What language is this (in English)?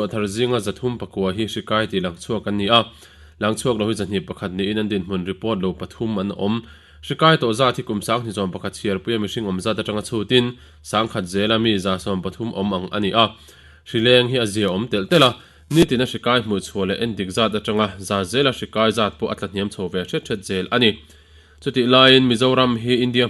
Mizo